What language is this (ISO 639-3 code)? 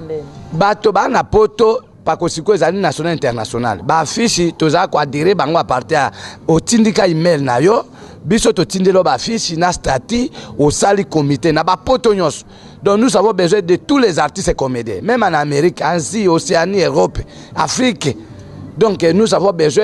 lin